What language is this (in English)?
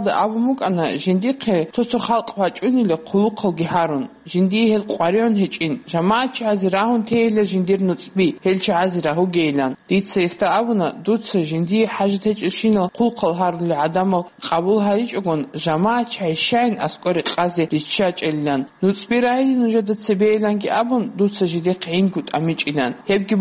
Avaric